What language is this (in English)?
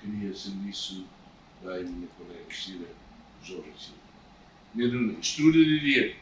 Tetum